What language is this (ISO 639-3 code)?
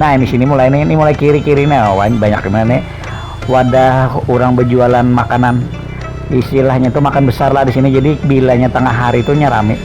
bjn